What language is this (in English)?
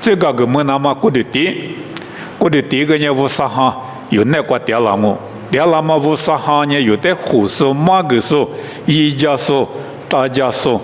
Lisu